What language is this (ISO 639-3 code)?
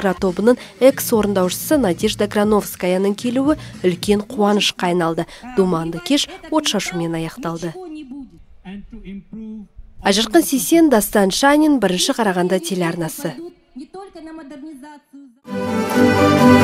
kaz